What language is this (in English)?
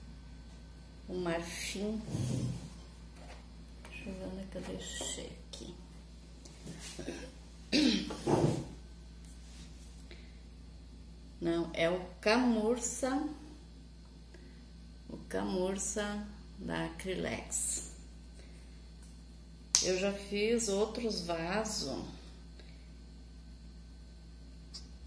Portuguese